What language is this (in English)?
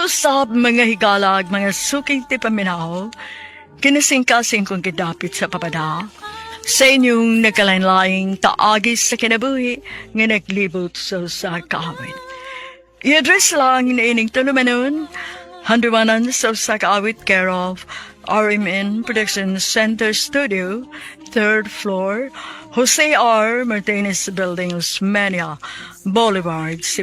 Cebuano